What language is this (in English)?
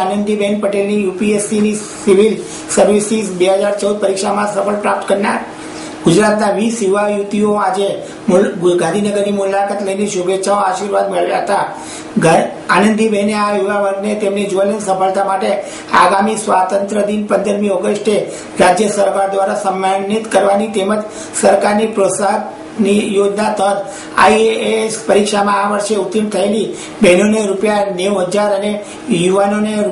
Gujarati